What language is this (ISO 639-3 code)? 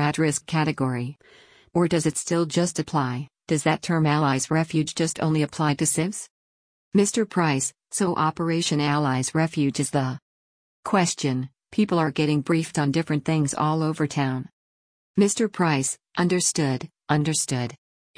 eng